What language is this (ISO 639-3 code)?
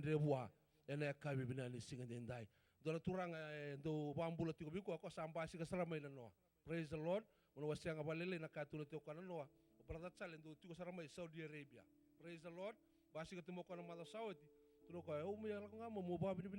fij